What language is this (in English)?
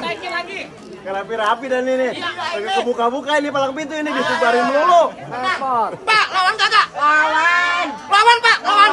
Betawi